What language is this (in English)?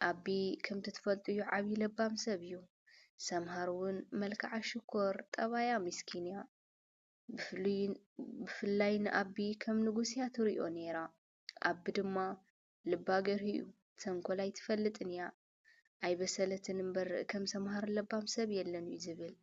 Tigrinya